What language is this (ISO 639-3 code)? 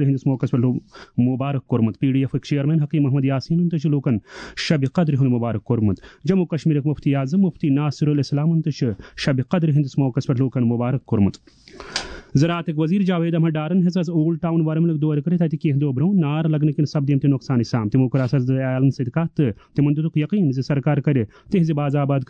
kas